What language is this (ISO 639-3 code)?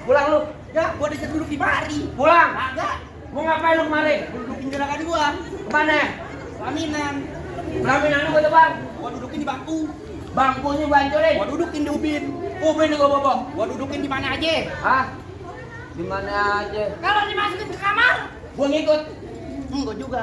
bew